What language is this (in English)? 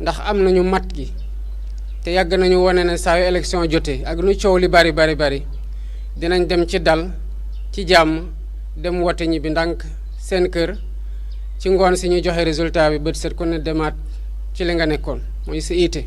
Wolof